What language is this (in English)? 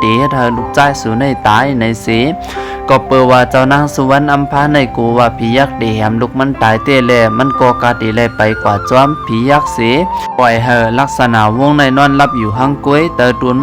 Shan